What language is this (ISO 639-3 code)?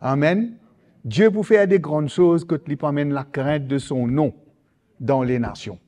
mfe